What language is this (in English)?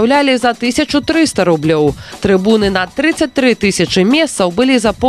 Belarusian